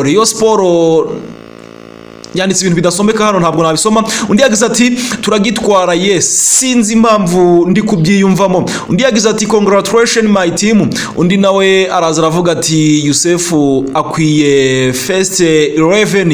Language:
Kinyarwanda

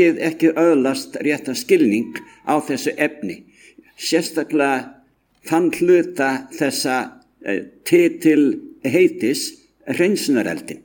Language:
Icelandic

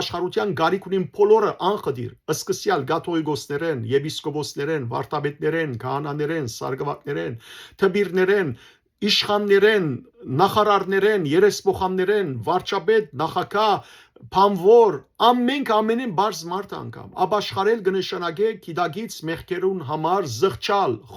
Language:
Western Armenian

